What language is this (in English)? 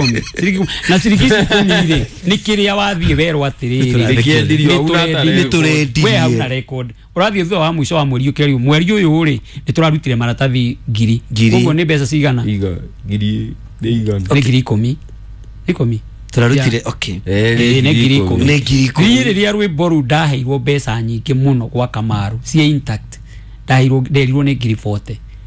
Kikuyu